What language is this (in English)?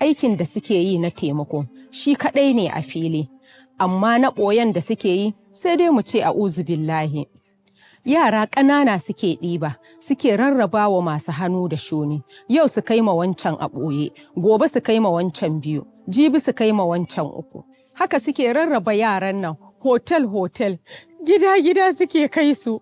Hausa